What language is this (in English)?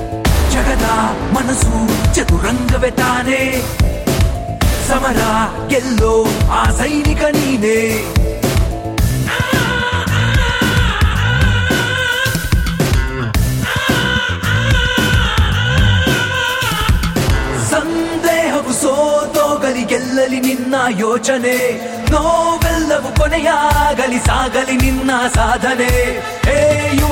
Kannada